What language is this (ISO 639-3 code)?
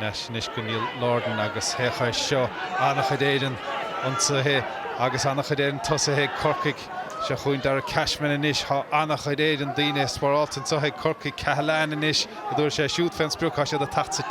gle